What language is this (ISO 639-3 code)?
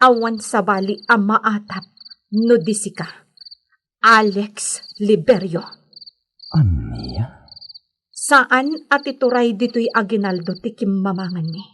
ilo